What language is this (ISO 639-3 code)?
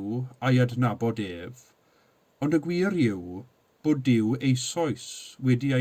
cym